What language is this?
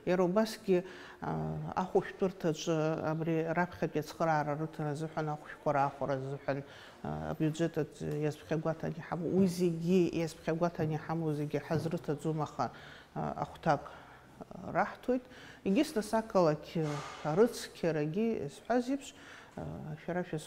Abkhazian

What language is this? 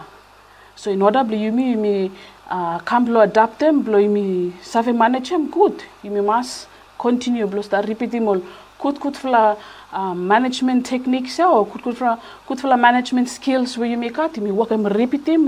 Bislama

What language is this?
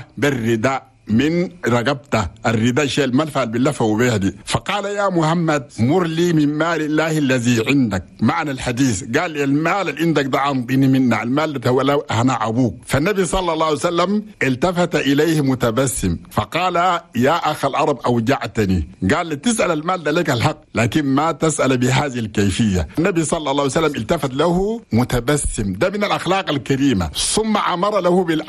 Chadian Arabic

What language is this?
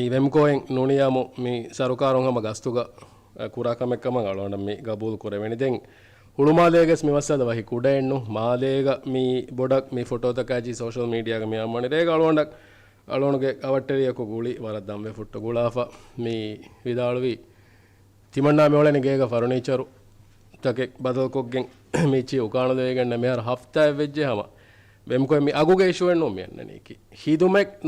Divehi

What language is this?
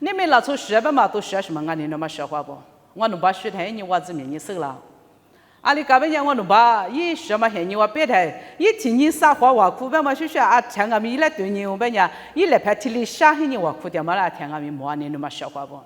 Lisu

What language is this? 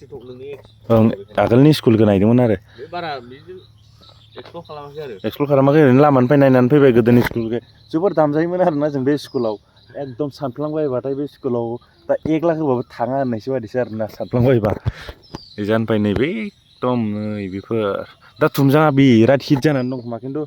Bodo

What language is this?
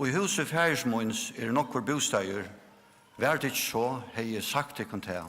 Faroese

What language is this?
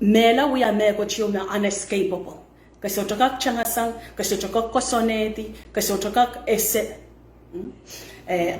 Pohnpeian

